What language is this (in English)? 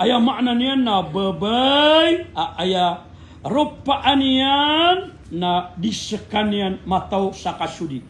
Maranao